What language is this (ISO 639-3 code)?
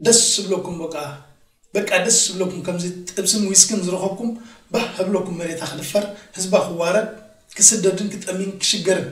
tir